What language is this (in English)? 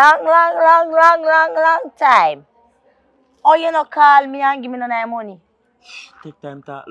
Jamaican Creole English